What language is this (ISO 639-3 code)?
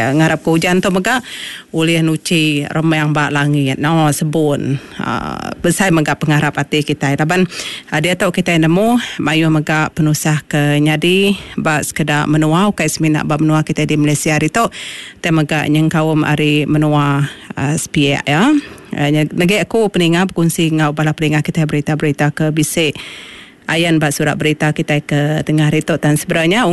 iba